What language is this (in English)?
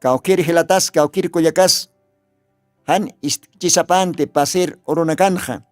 Aymara